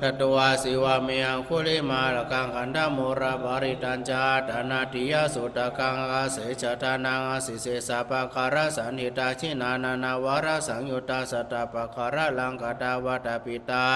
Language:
Pali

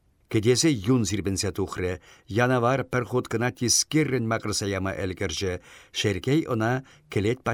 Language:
Chuvash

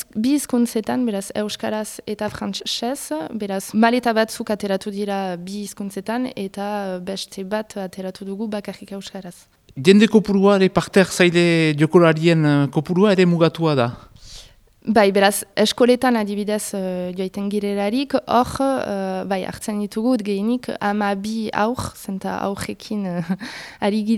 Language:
Basque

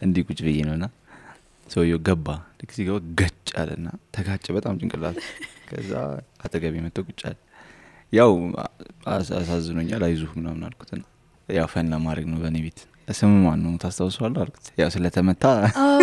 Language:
Amharic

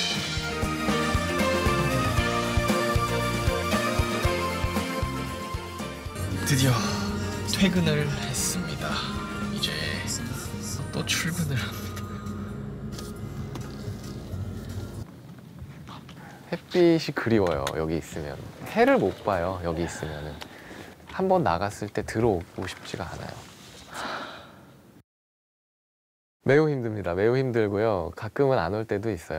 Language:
Korean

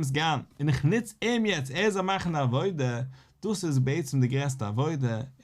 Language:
Yiddish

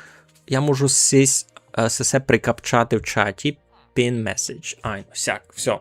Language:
Rusyn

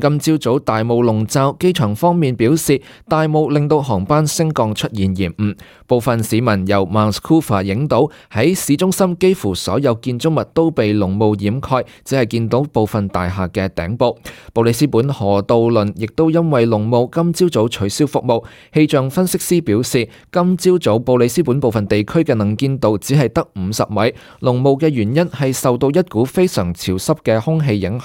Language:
Cantonese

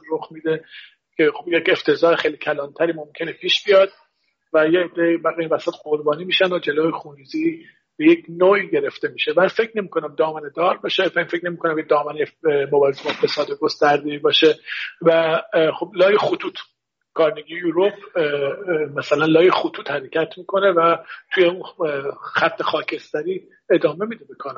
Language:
Persian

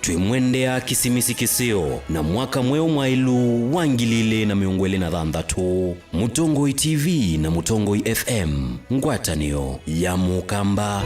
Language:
Kamba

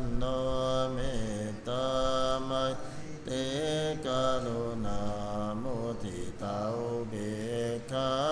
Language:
Pali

